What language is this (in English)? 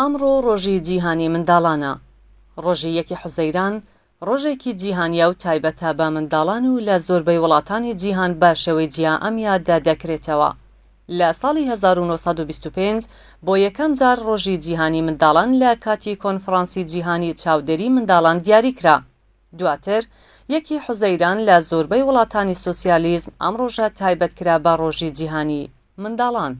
Central Kurdish